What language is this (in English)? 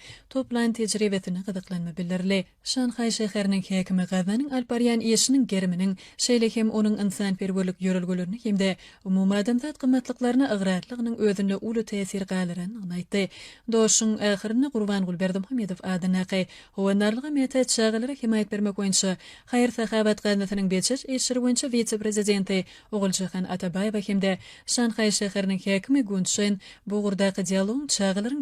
Turkmen